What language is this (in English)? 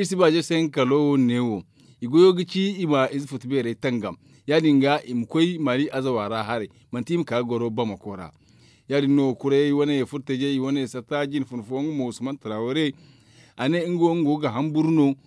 Zarma